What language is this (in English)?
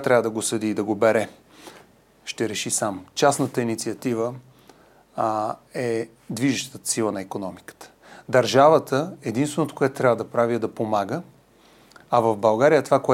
Bulgarian